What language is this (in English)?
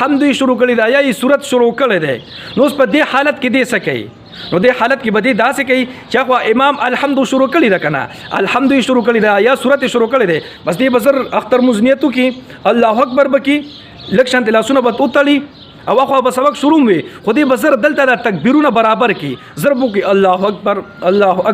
Pashto